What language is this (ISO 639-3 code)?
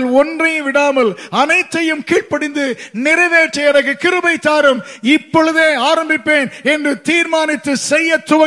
tam